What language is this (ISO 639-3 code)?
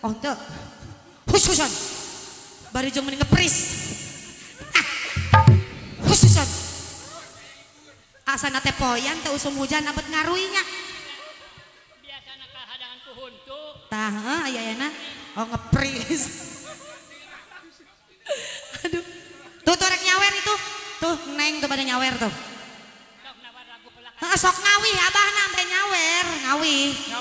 sun